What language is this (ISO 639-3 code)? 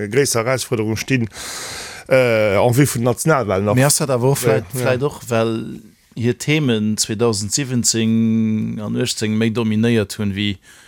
ltz